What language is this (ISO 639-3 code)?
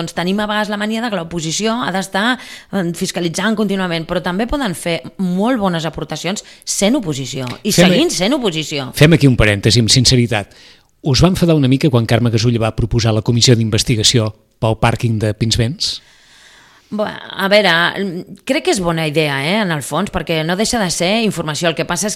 cat